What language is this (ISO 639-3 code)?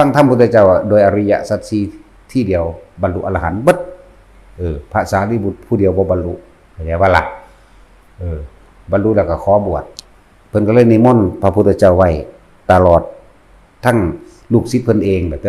tts